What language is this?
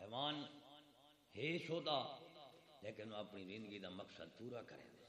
Saraiki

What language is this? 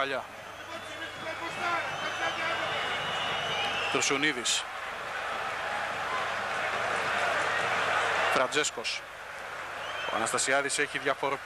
Greek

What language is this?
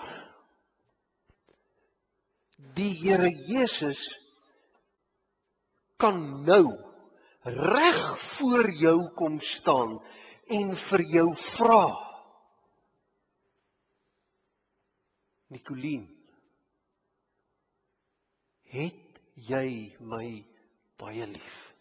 Afrikaans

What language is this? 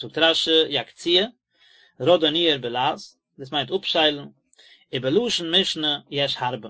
Yiddish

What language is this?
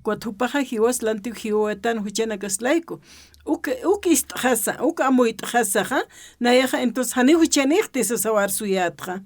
Aymara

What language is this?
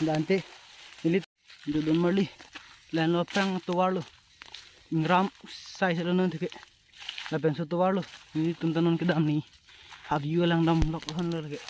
Karbi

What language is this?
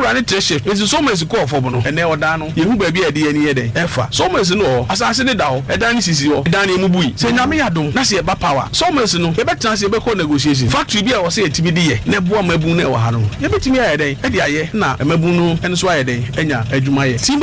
Akan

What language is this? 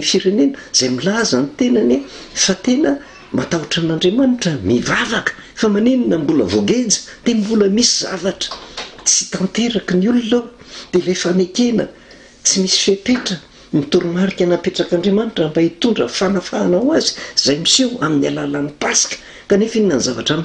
Malagasy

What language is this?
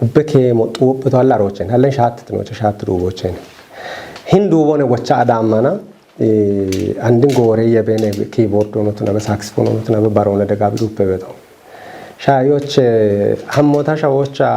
Kafa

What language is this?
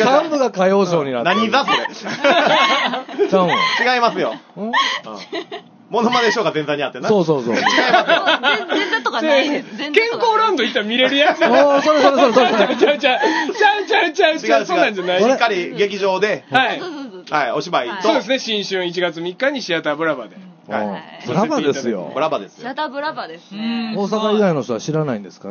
Japanese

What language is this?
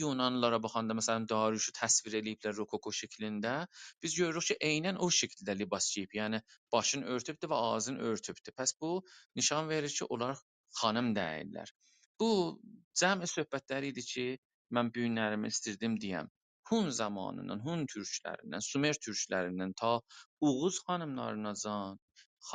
South Azerbaijani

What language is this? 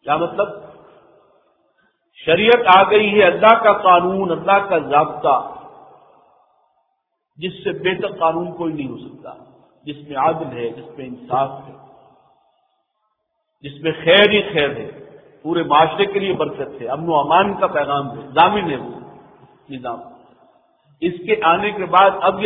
Urdu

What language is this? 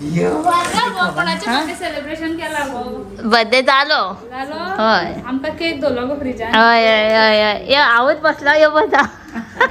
Konkani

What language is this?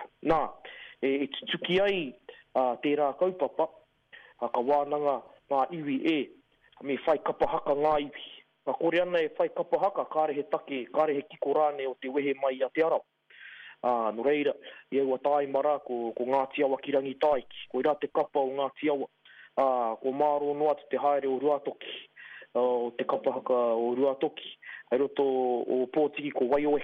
Māori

